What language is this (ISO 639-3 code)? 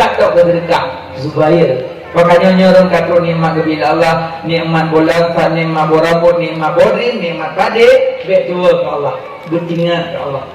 ace